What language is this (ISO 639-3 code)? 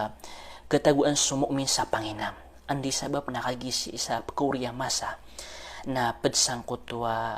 mrw